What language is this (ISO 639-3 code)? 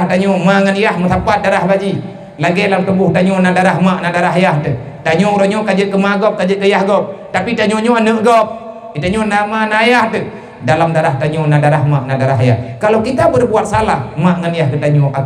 ace